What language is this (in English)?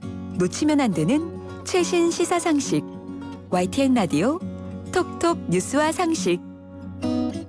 Korean